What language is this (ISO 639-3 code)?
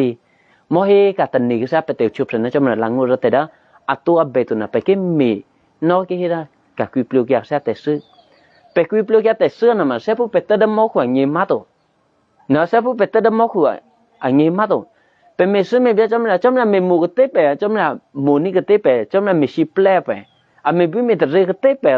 eky